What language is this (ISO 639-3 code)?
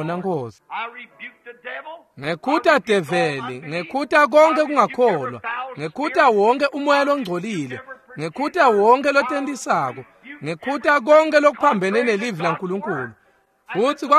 ssw